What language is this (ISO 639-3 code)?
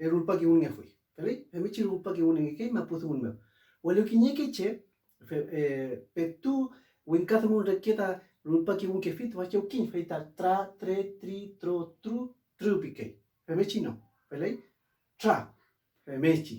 arn